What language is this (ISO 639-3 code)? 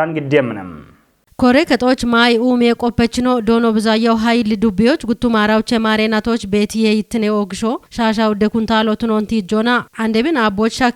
kbr